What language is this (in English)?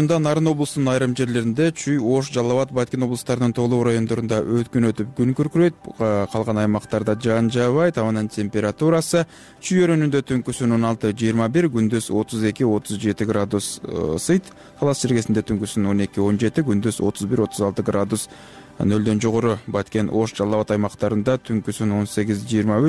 Kyrgyz